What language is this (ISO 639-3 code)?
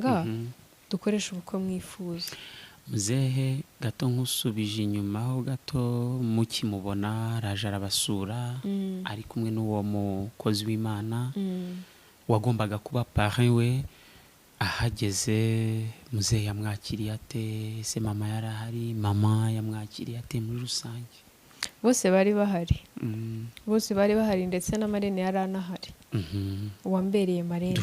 kin